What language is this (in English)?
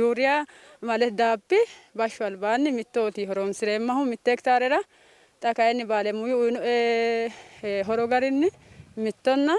Sidamo